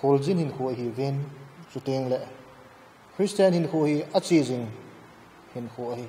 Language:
Thado Chin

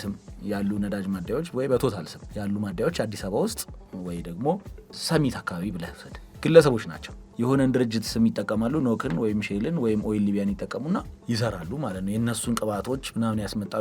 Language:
Amharic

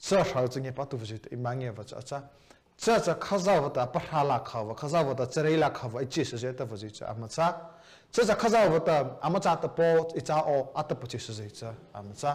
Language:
Mara Chin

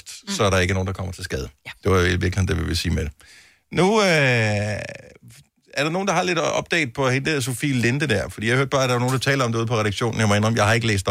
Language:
Danish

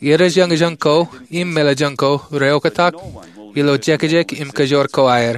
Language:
Marshallese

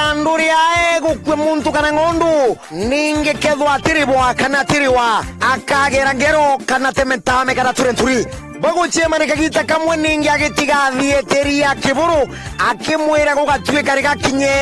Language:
Meru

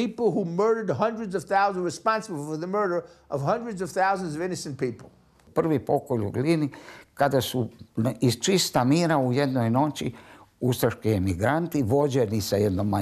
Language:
Croatian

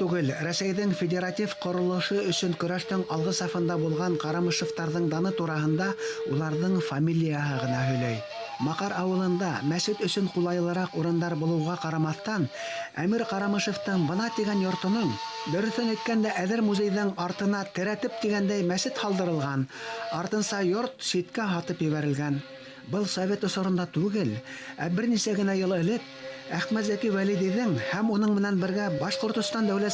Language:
Bashkir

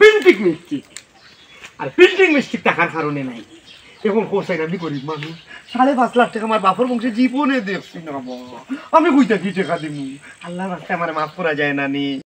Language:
Sylheti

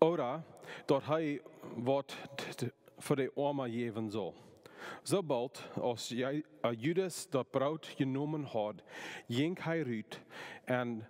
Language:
Plautdietsch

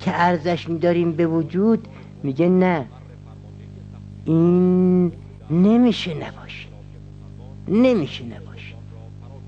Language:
Persian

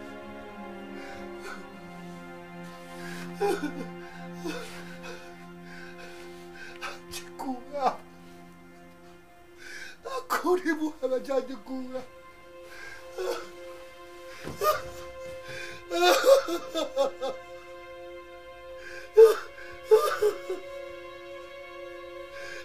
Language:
Malay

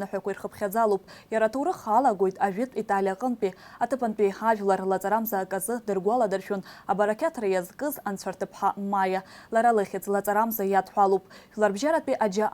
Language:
Abkhazian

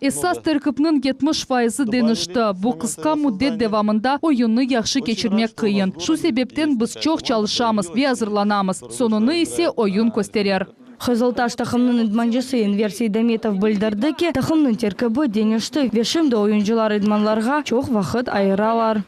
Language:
Crimean Tatar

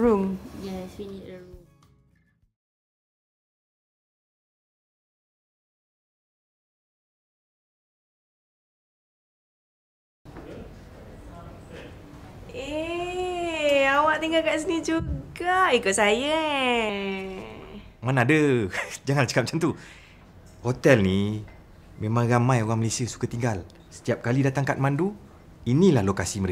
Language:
Malay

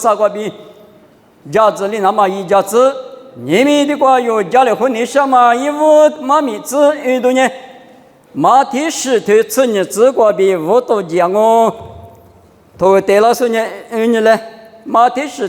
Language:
Lisu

